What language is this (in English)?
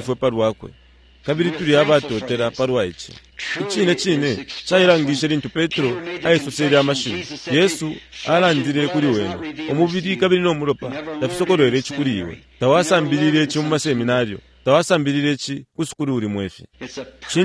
Bemba